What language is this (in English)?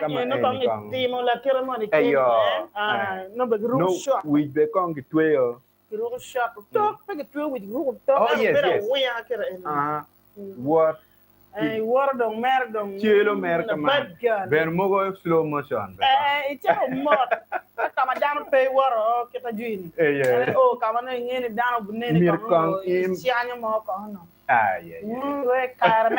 Acoli